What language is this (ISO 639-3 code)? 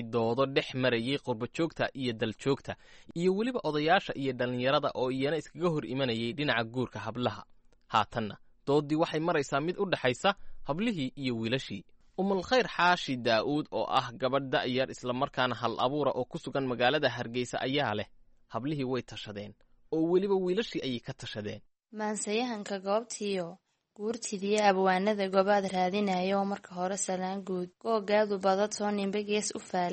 som